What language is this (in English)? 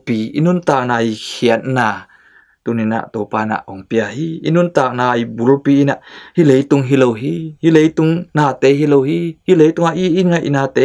Tedim Chin